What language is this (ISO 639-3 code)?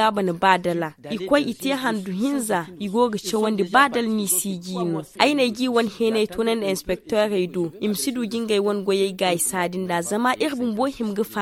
dje